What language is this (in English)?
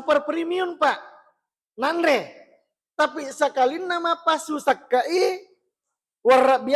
Buginese